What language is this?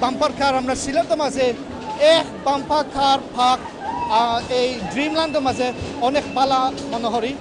Sylheti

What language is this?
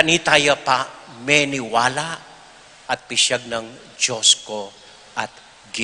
Pampanga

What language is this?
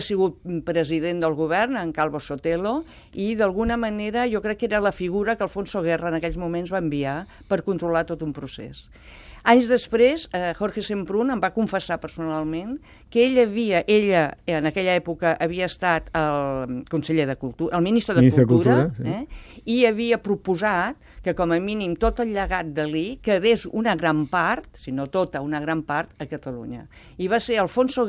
Catalan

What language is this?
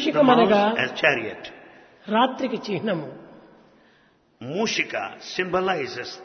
Telugu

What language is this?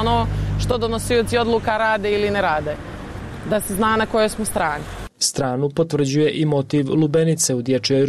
Bosnian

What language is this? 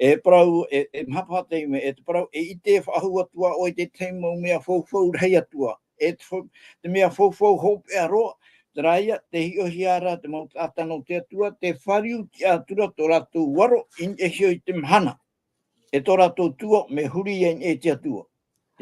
Tahitian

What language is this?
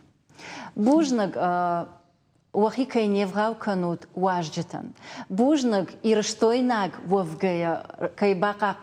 Ossetic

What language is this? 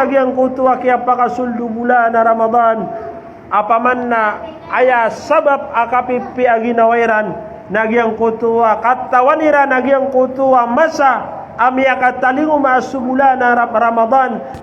Maranao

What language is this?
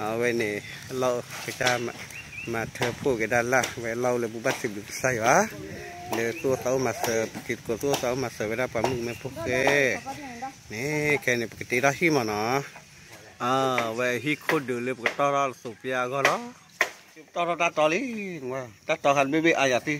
S'gaw Karen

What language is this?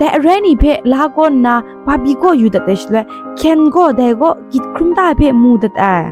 Kachin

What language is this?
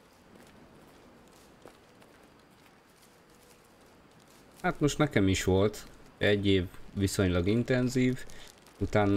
Hungarian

